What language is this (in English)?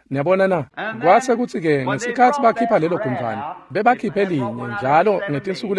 Swati